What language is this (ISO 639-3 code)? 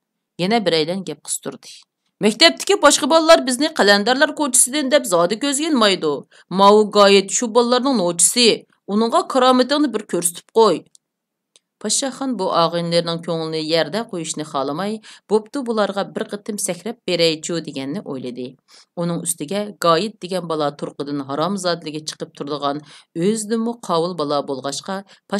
uig